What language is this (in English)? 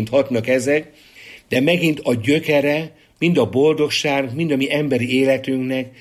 Hungarian